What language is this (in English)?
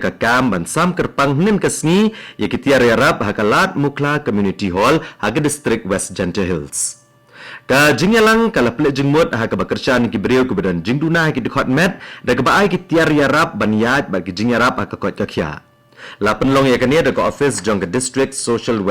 Khasi